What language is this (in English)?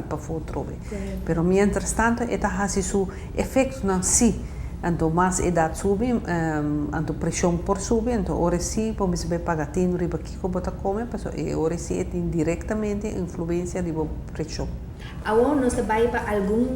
Papiamento